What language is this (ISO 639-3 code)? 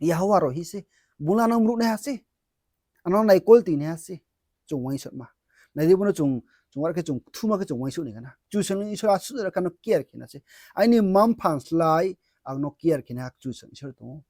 ria